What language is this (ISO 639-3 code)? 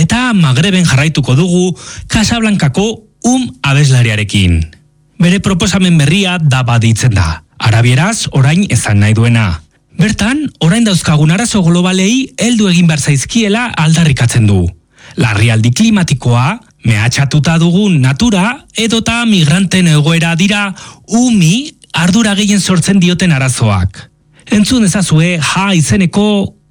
eus